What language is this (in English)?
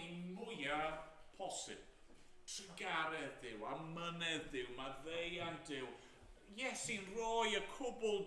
Welsh